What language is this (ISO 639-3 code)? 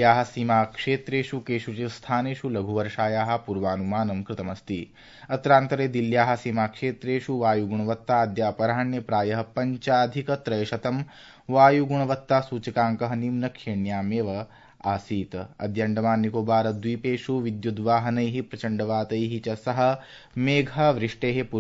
san